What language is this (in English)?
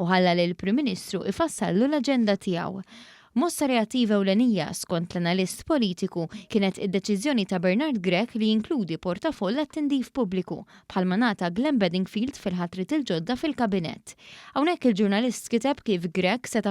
Maltese